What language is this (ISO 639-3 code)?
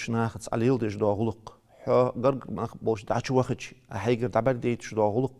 inh